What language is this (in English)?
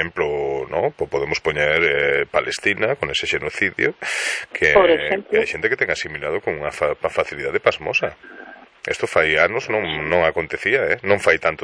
Galician